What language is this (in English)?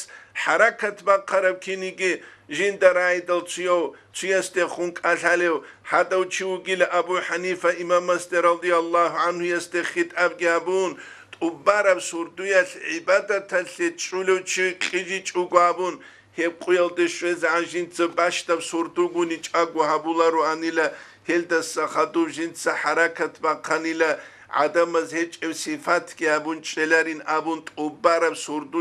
Avaric